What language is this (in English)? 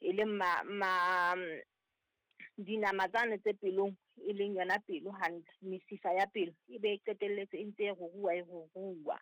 Southern Sotho